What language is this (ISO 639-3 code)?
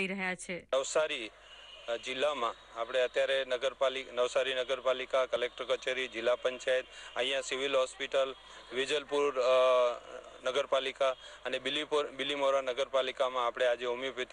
guj